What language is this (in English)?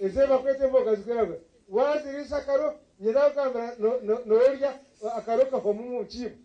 Nyankole